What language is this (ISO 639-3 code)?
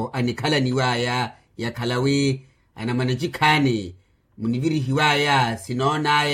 vmw